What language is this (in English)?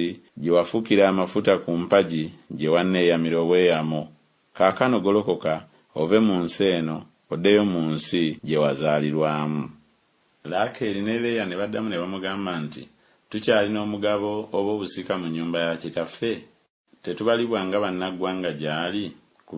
Ganda